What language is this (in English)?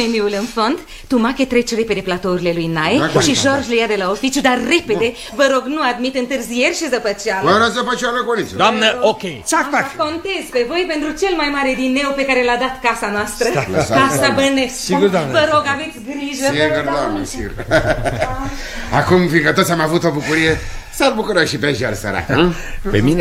Romanian